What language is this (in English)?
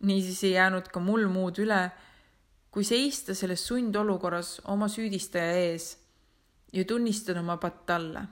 Estonian